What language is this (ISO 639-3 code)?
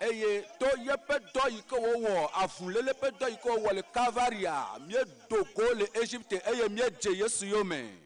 ewe